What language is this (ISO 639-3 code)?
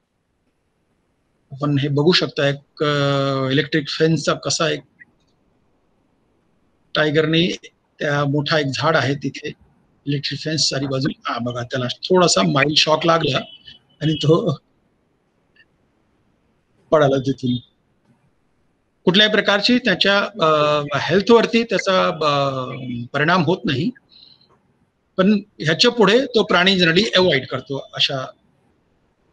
mar